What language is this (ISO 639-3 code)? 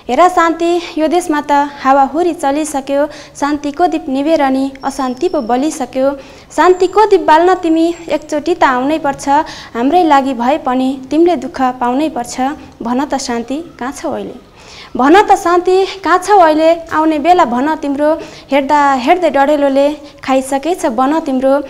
nep